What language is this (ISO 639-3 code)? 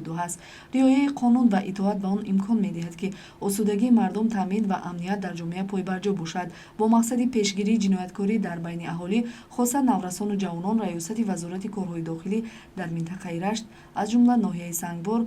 tgk